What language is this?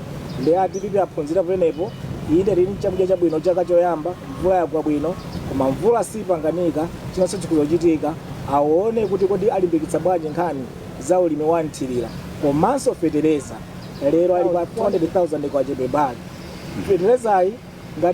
Nyanja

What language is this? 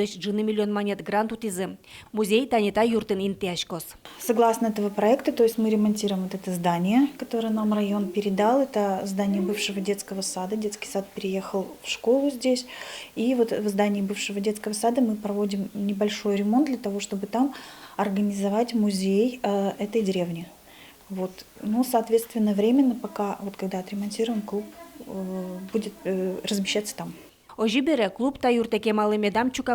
Udmurt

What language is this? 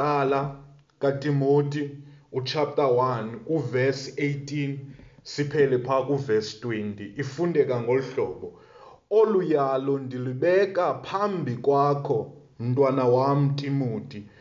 Xhosa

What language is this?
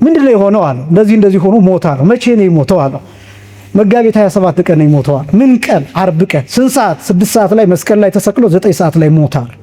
Amharic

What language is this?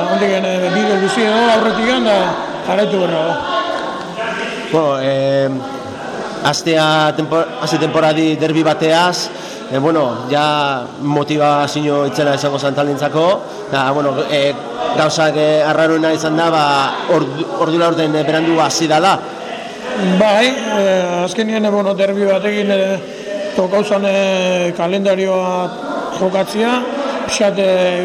Basque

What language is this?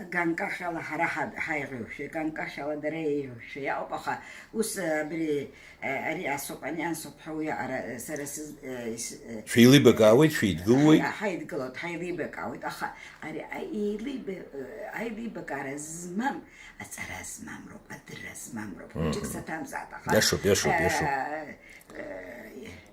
Abkhazian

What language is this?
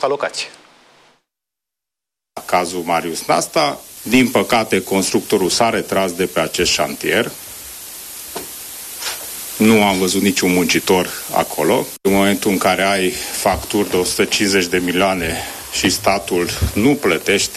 Romanian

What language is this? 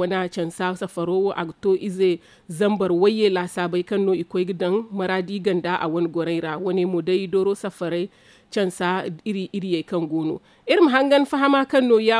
Zarma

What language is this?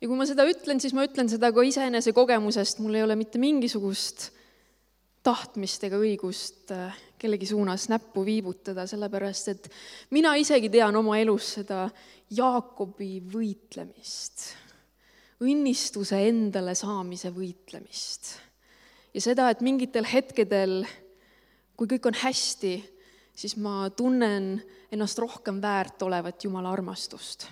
Estonian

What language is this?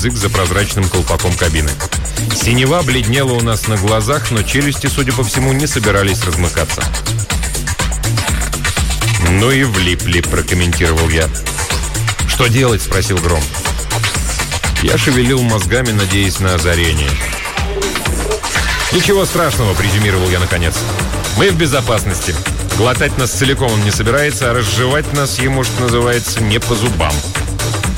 Russian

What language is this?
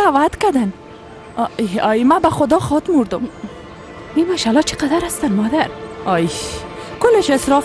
Persian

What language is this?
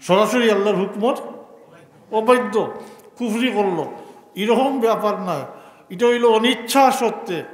Sylheti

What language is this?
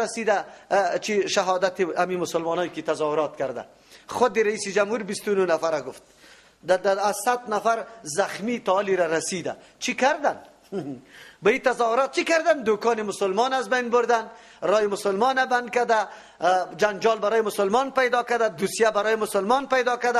Persian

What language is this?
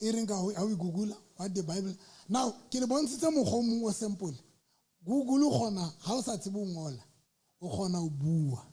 Southern Sotho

